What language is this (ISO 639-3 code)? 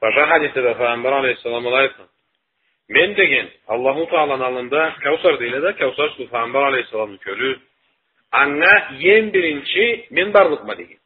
krc